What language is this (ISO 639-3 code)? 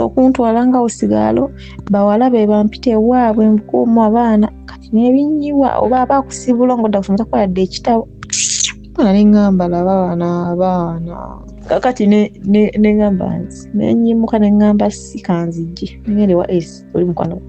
lug